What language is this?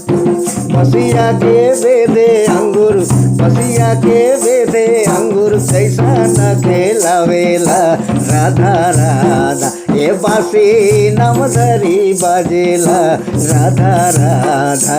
Sadri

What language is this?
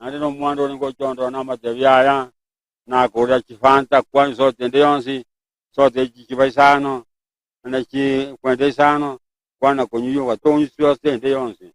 Gusii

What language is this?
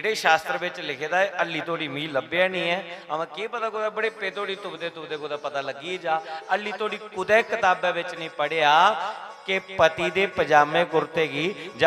Dogri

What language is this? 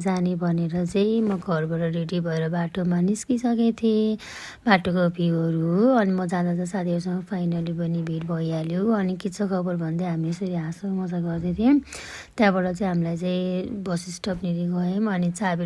Nepali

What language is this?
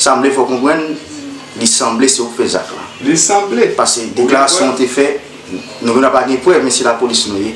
Haitian Creole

